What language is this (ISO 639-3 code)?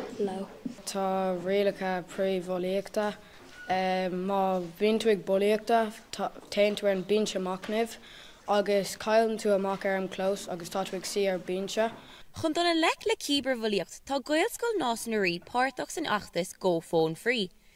gle